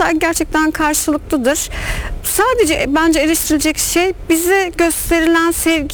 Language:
Turkish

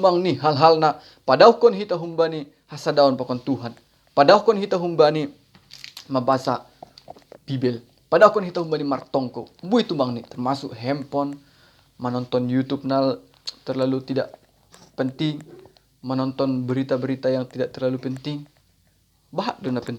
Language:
Batak Simalungun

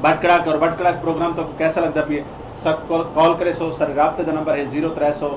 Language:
Saraiki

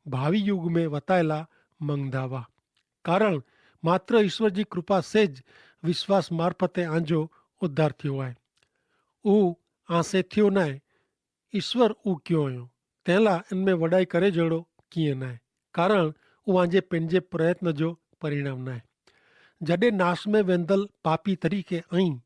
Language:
Kachhi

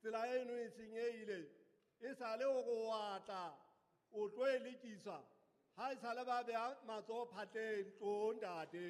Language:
Southern Sotho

